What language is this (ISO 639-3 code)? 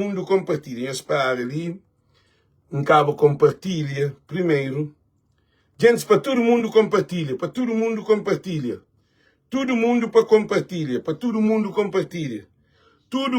kea